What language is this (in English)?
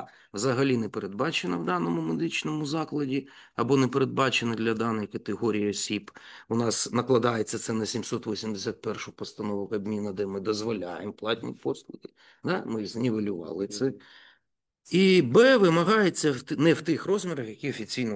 Ukrainian